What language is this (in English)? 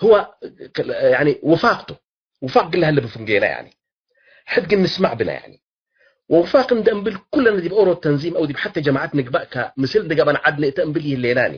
Tigre